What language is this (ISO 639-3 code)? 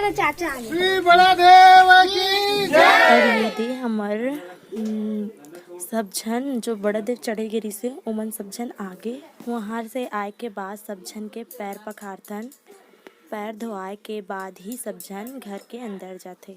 hne